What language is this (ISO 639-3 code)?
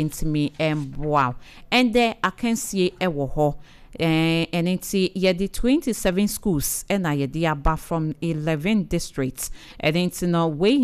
aka